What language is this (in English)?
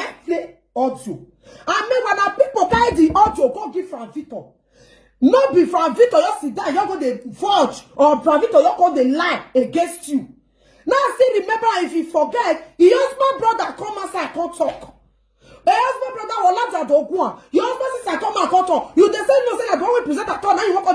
Nigerian Pidgin